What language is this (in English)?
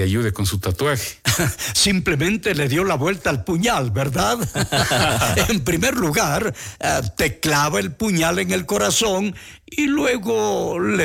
Spanish